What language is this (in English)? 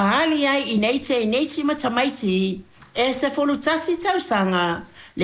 Samoan